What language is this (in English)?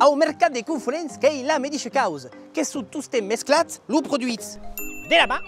Occitan